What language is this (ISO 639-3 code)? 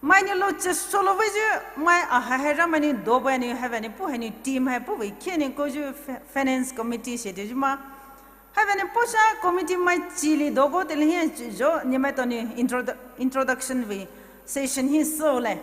pmx